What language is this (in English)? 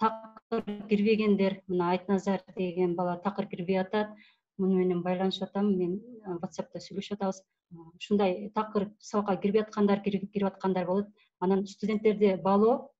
Kyrgyz